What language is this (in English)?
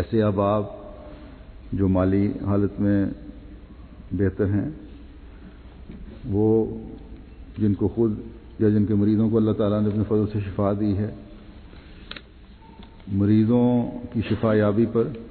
Urdu